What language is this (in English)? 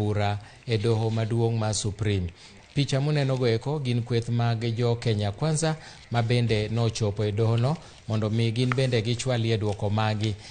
Luo (Kenya and Tanzania)